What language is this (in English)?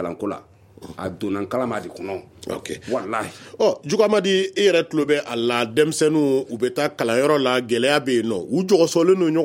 Bambara